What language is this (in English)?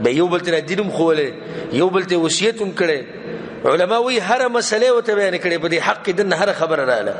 Pashto